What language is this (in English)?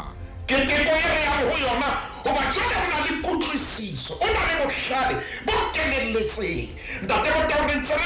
Southern Sotho